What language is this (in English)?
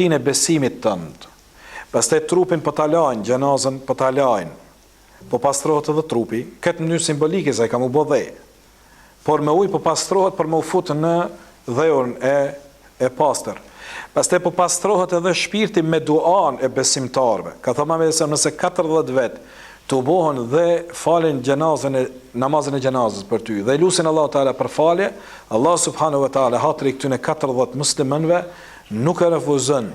Albanian